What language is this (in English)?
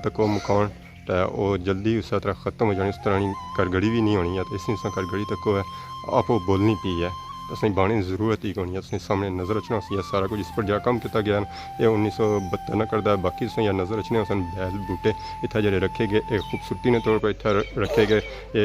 Pahari-Potwari